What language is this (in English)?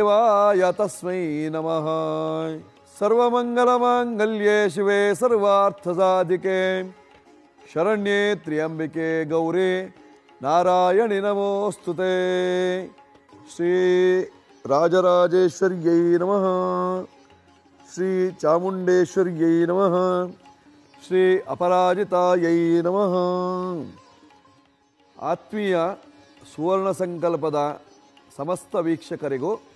Kannada